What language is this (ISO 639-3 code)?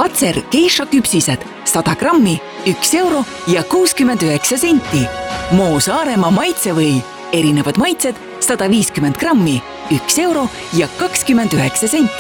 est